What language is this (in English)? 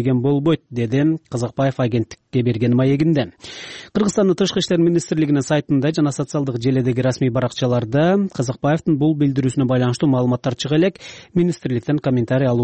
Kyrgyz